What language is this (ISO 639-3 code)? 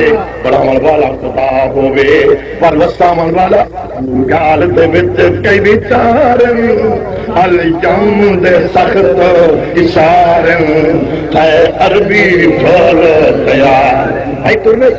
skr